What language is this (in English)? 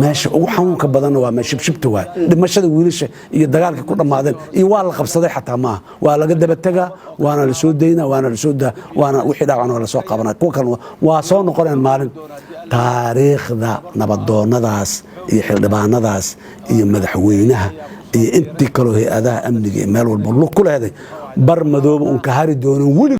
Somali